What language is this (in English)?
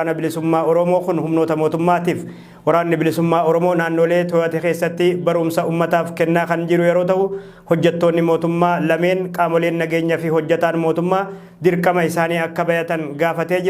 Oromo